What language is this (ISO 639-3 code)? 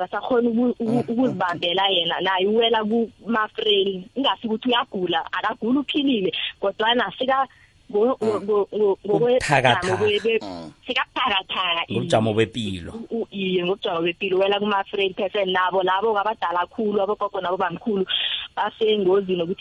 nbl